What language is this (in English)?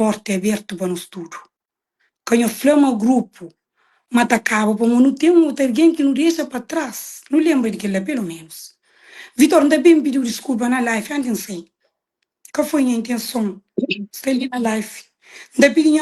Kabuverdianu